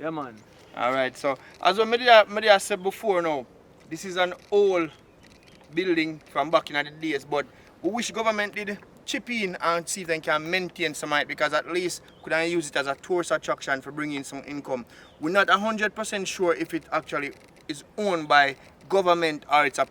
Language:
Jamaican Creole English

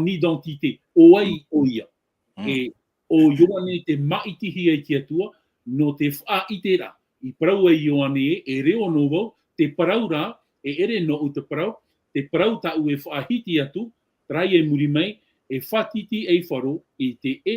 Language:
Tahitian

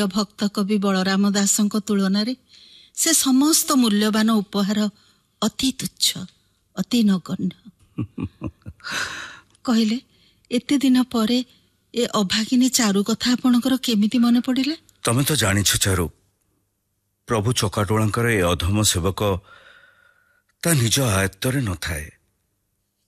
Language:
Odia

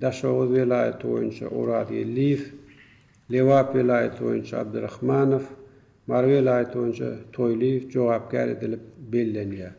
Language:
Turkmen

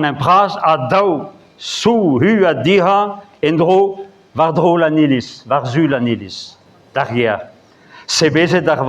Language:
Breton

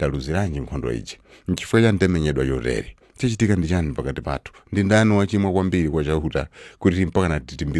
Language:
Nyanja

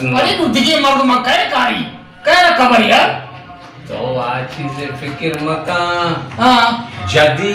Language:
Baluchi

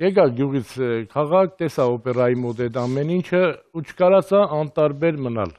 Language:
Armenian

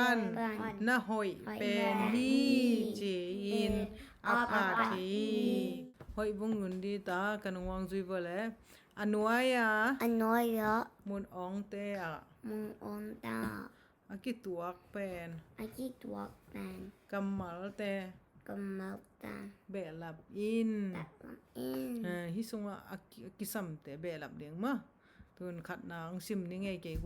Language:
Tedim Chin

